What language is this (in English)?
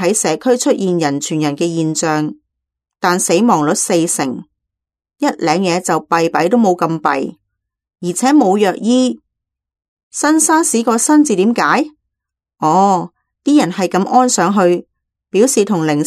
Cantonese